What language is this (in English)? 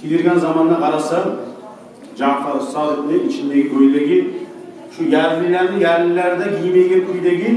Kumyk